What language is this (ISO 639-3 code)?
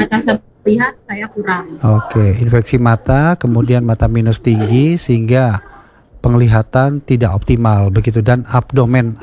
ind